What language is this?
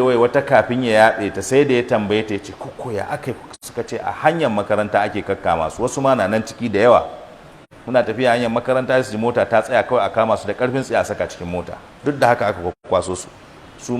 Hausa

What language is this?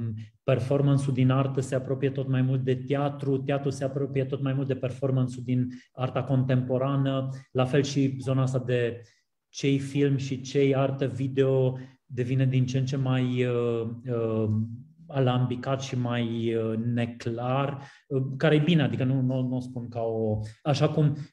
Romanian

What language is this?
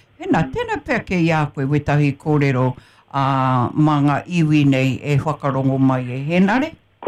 Māori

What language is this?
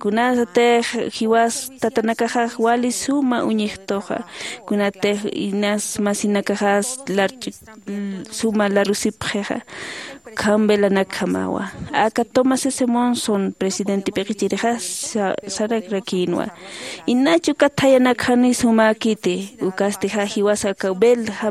Aymara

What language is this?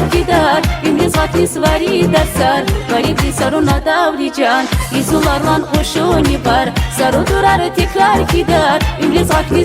Tabassaran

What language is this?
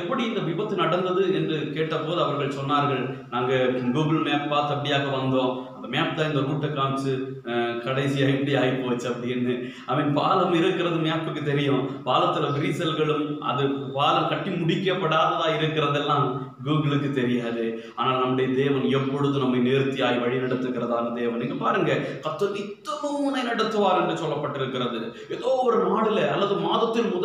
Tamil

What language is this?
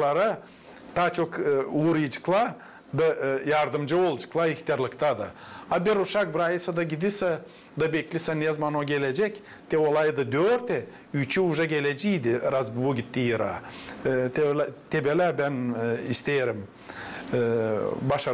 Gagauz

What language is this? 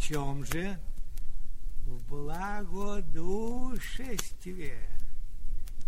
Russian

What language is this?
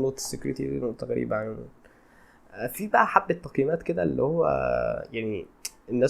Egyptian Arabic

